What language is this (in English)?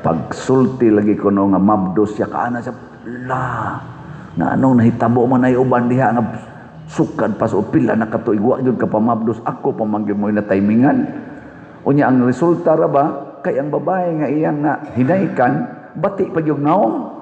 Cebuano